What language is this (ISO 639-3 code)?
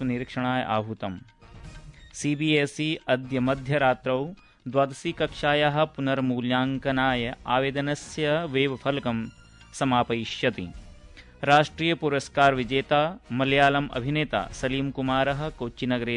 san